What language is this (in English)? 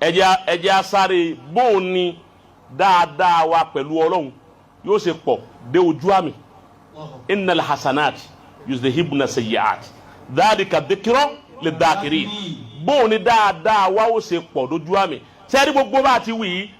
Yoruba